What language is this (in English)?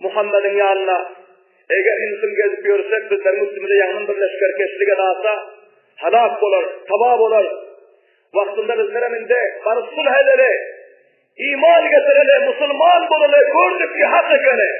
Turkmen